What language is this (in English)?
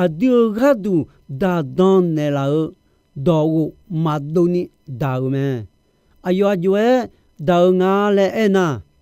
Akha